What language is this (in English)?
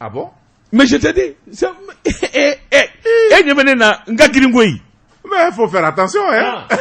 Bambara